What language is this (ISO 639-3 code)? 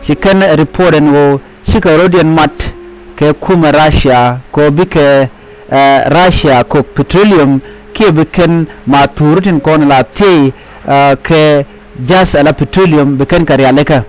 nus